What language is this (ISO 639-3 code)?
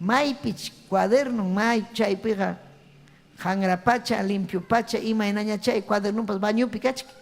quy